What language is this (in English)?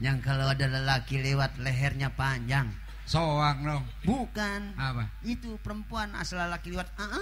Betawi